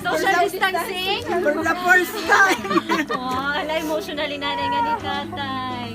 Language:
Waray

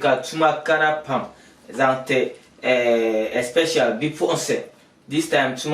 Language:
Dagbani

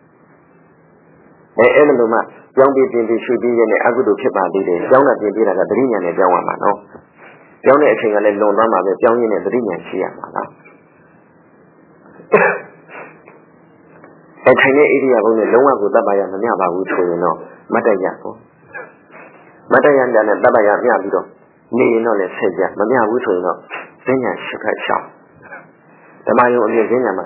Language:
Burmese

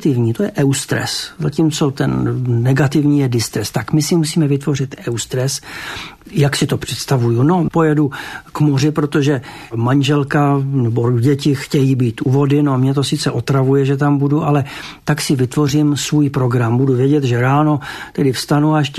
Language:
Czech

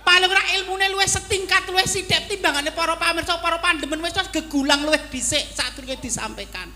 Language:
Javanese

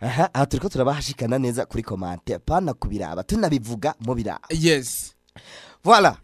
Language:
Rundi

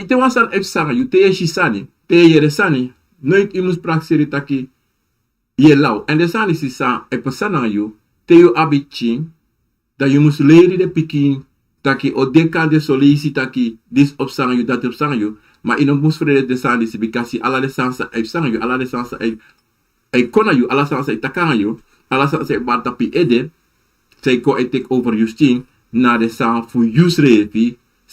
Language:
Sranan Tongo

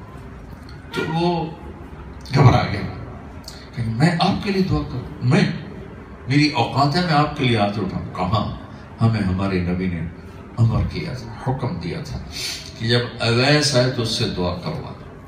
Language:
Urdu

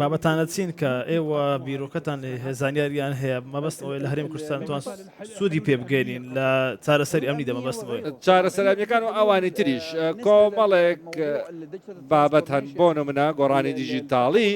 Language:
Central Kurdish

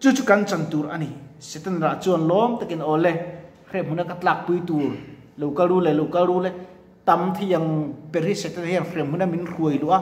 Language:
Mizo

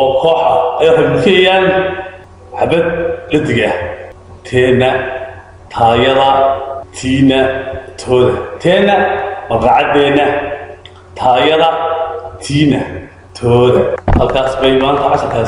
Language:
Somali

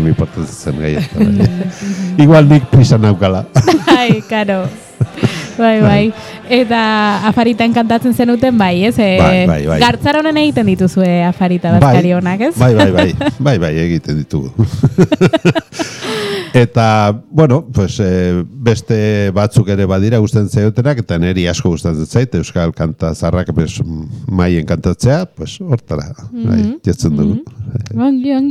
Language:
Basque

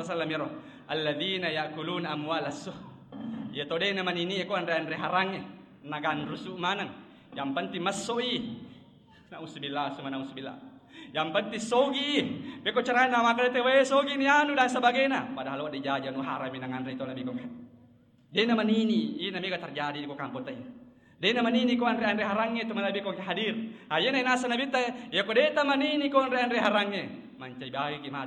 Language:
Buginese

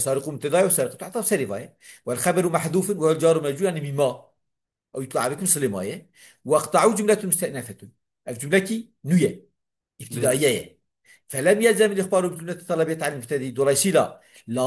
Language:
Kurdish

